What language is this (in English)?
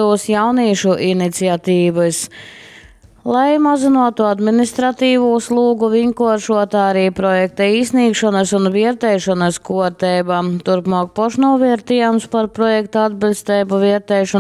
Latgalian